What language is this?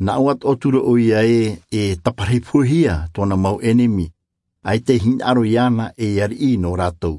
Tahitian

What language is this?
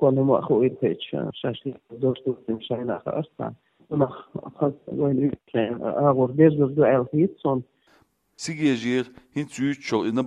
Chechen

